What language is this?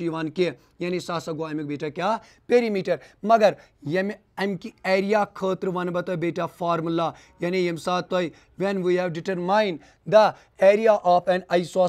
Kashmiri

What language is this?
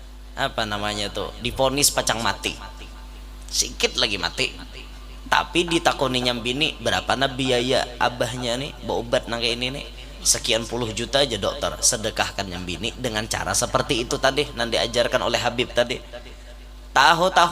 Banjar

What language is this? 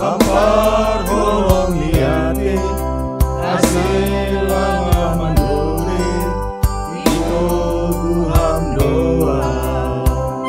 Batak Simalungun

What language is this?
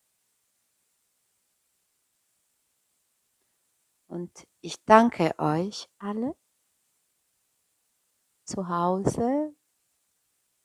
German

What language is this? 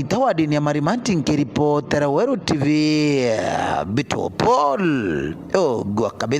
Meru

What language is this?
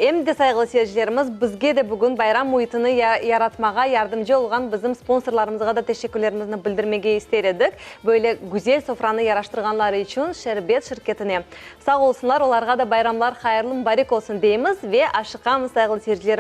Crimean Tatar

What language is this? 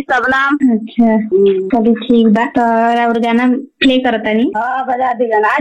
Bhojpuri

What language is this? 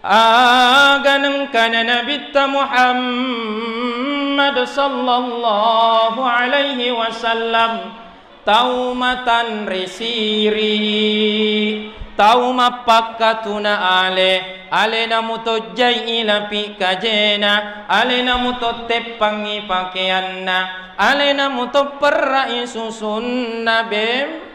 Buginese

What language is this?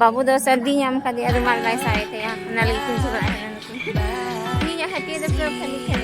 Santali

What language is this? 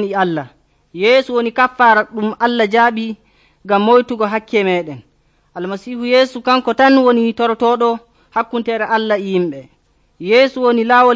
Nigerian Fulfulde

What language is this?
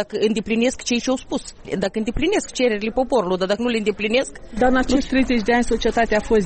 Romanian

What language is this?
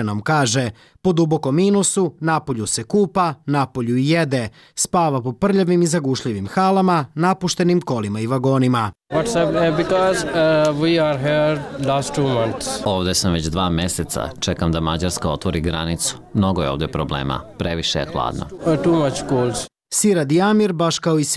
Croatian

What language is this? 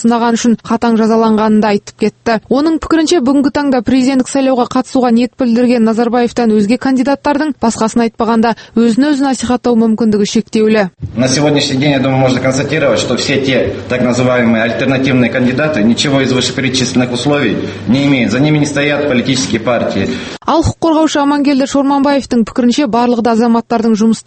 Kazakh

